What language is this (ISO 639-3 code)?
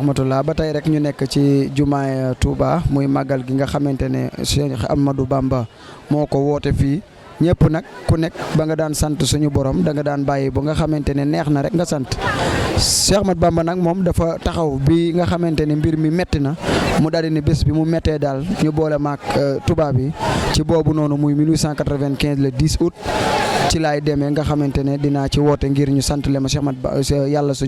wol